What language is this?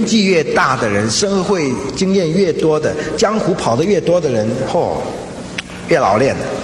Chinese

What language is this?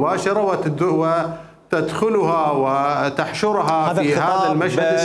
Mesopotamian Arabic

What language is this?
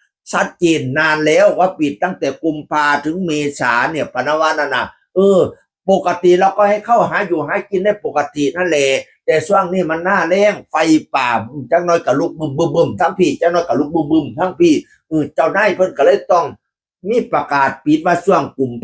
Northeastern Thai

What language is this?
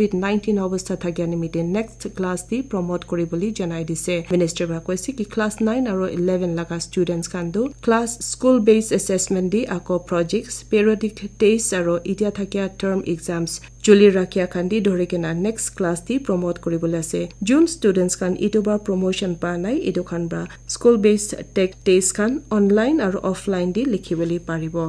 Naga Pidgin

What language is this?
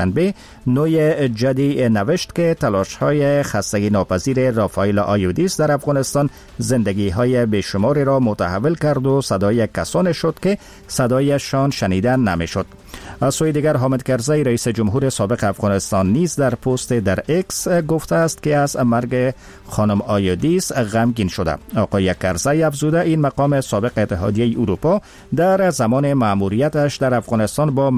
Persian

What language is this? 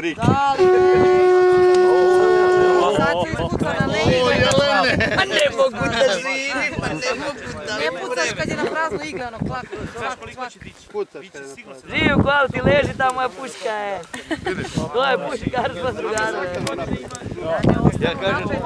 Serbian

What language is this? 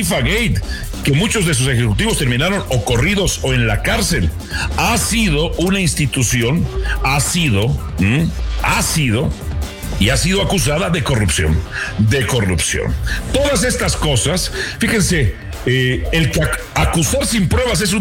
Spanish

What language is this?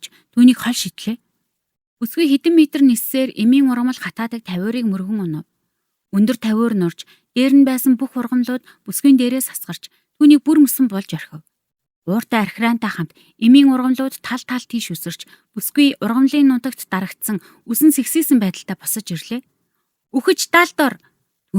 Mongolian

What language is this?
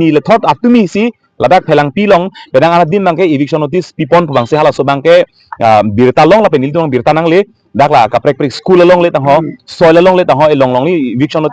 Karbi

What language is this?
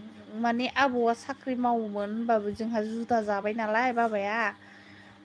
Bodo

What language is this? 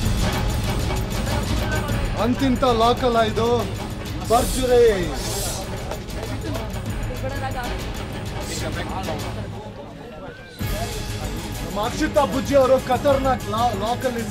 Kannada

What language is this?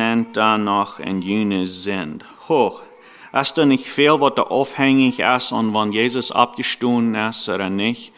Plautdietsch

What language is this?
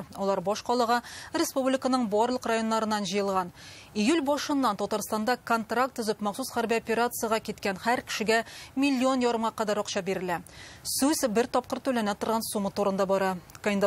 Tatar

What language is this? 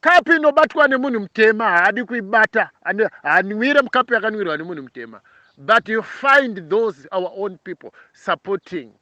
Shona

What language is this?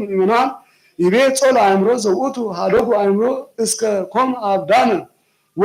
Geez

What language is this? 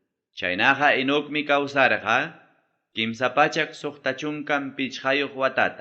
Ayacucho Quechua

